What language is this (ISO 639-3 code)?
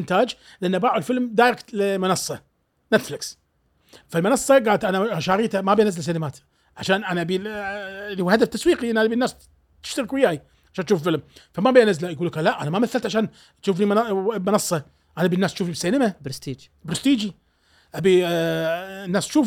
afb